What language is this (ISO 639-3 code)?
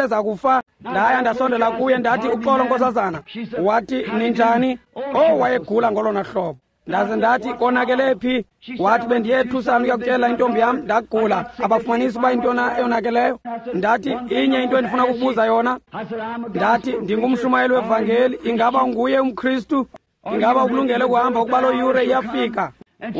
xho